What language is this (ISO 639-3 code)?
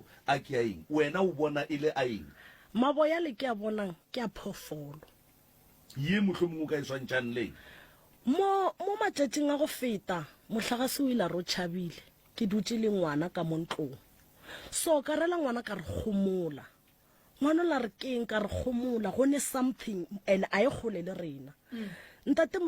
nso